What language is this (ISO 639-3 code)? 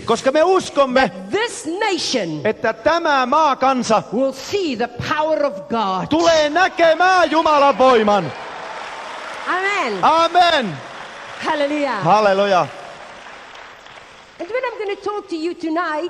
fin